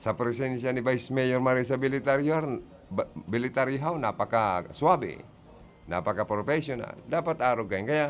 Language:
Bikol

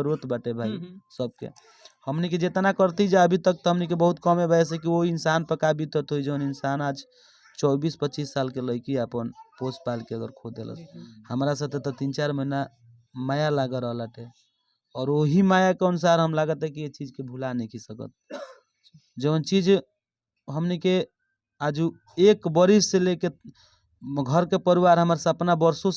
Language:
Bhojpuri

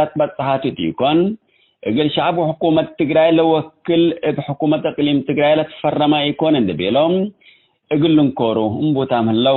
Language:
Tigre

